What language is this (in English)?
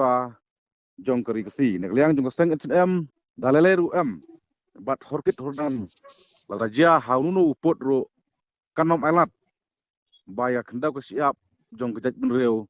Khasi